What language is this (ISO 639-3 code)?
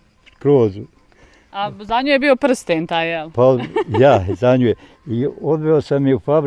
bos